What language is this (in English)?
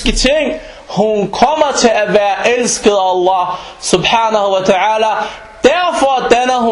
Danish